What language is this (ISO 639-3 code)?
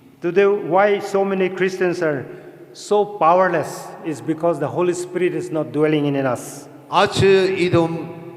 nmf